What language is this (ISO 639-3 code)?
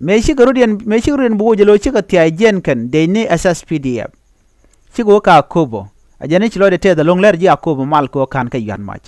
nus